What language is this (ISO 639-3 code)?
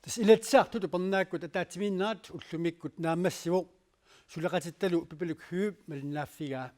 kal